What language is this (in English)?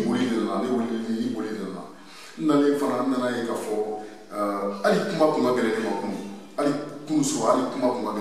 Bambara